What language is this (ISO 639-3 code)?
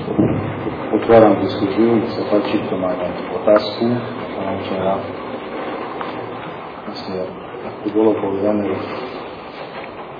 slk